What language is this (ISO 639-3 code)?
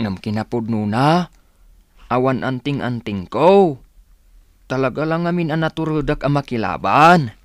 ilo